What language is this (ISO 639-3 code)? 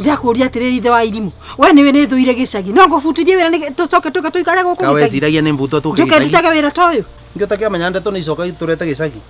kik